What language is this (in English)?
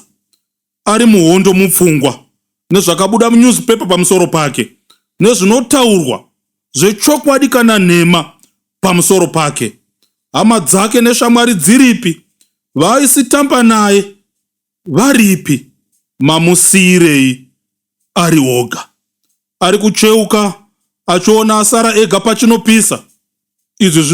Shona